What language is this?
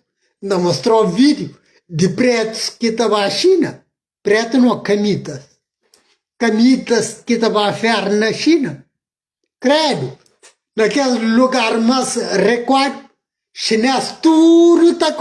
Kabuverdianu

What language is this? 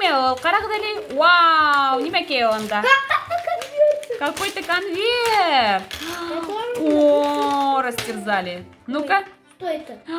Bashkir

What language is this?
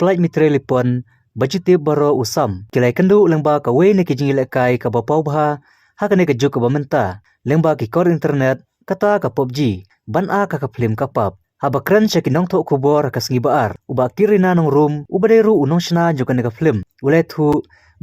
Khasi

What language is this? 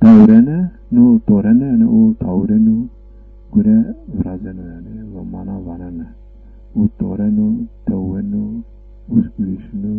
Zaza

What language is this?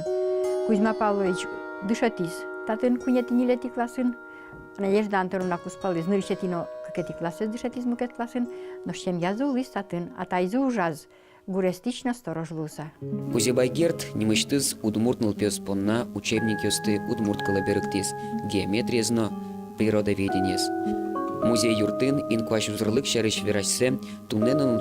Udmurt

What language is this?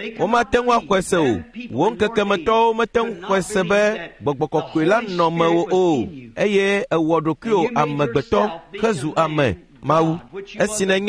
Ewe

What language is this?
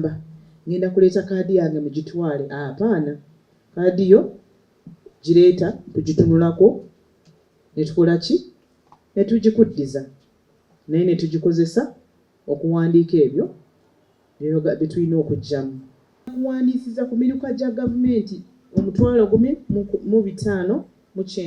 Ganda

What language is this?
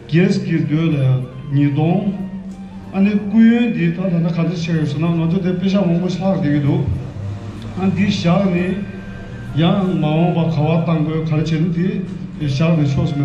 Tibetan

